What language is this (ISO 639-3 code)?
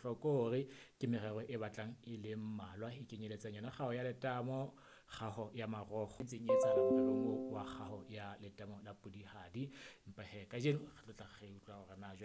sot